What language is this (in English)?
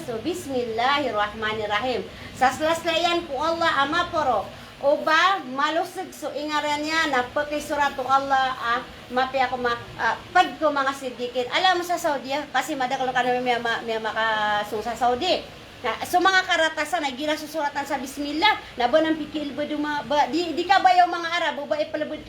Maranao